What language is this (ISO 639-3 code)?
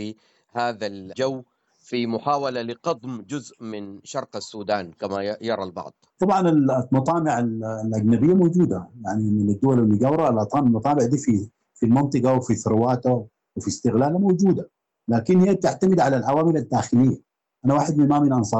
apd